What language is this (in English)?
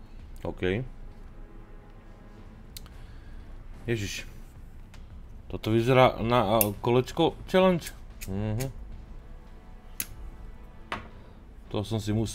Slovak